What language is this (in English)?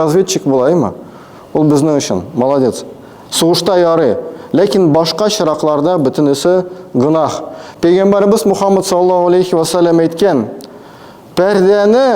Tatar